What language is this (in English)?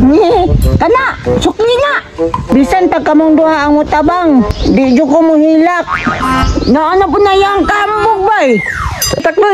Cebuano